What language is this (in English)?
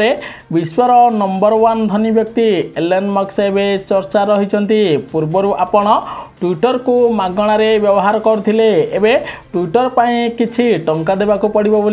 Odia